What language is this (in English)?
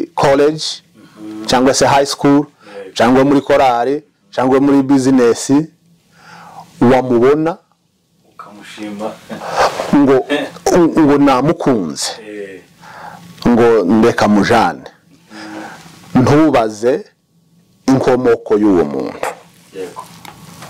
Kinyarwanda